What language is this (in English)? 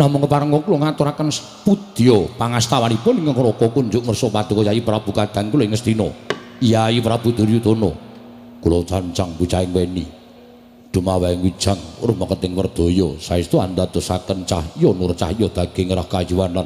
Javanese